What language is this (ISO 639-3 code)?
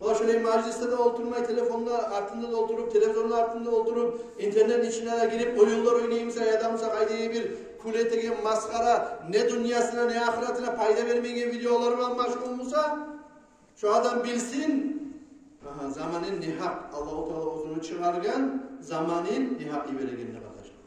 kum